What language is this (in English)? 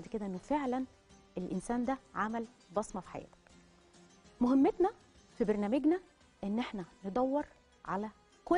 Egyptian Arabic